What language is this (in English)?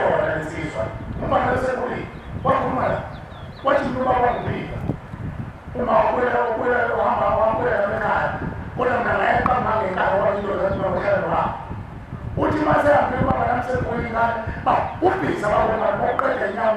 Zulu